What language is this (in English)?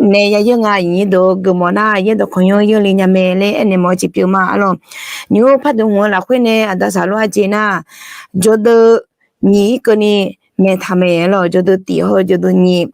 Akha